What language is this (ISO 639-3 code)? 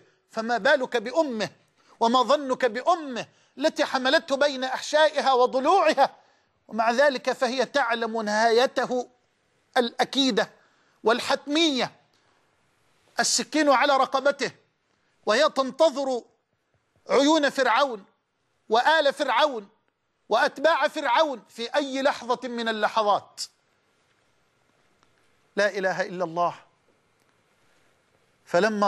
ara